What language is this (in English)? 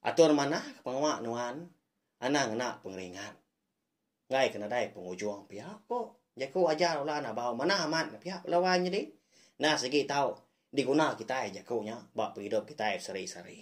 Iban